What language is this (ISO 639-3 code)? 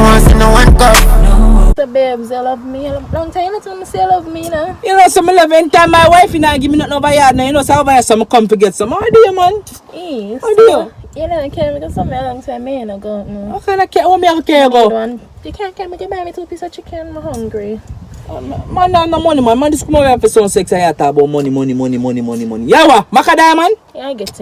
jam